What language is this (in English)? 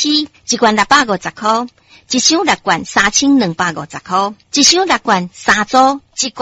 Min Nan Chinese